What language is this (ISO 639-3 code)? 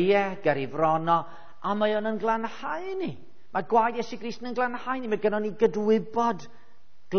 cym